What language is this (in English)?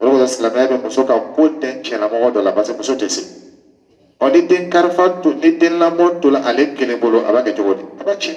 Dyula